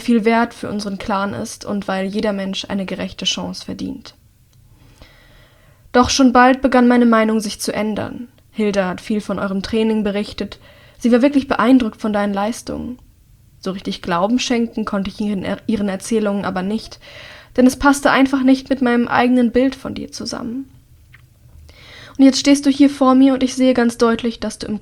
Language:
German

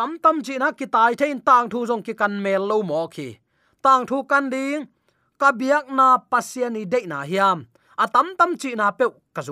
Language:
Tedim Chin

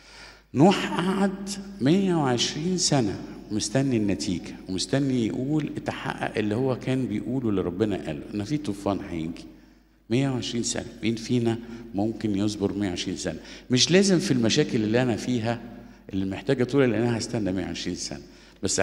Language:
Egyptian Arabic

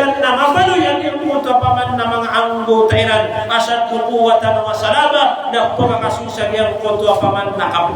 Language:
Maranao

